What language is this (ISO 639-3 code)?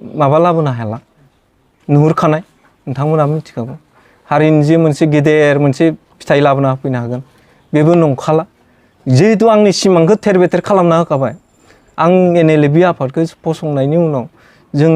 brx